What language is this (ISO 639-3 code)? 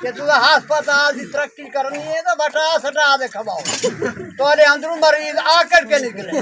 skr